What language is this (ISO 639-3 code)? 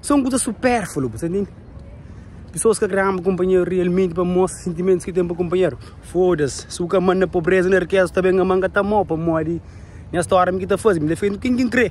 kea